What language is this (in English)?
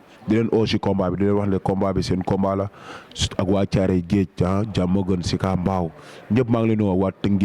Wolof